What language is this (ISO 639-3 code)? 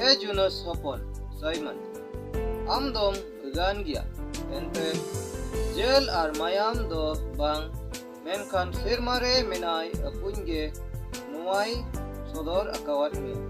sat